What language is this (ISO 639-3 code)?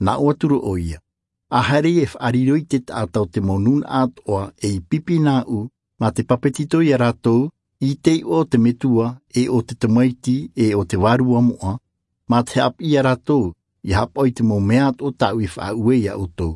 tah